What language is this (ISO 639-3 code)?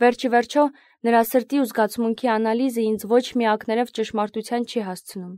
hye